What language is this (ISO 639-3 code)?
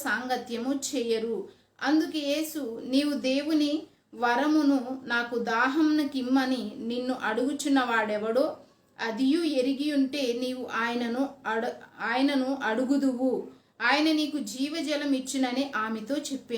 kff